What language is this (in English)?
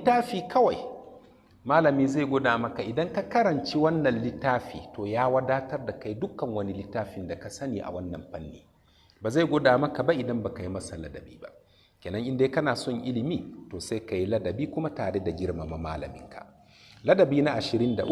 Hausa